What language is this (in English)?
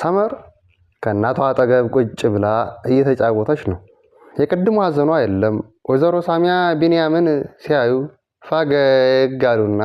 Amharic